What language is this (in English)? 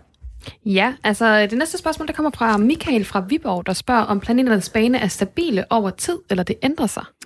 Danish